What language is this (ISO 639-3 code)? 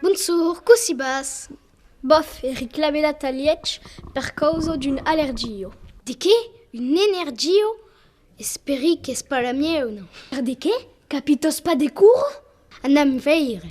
oci